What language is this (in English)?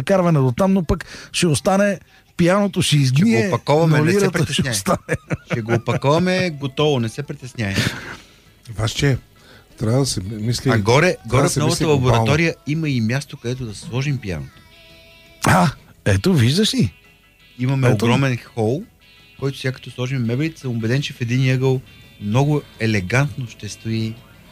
Bulgarian